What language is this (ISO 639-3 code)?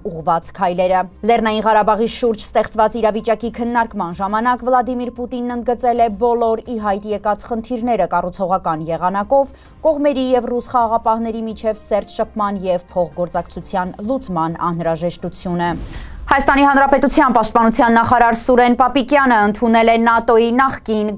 hye